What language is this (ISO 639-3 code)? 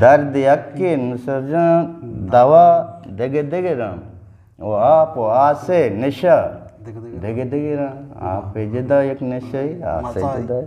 bgp